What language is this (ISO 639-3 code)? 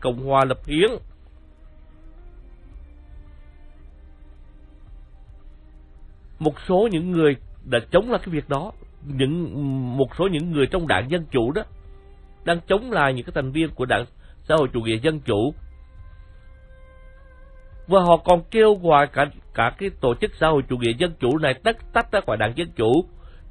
vie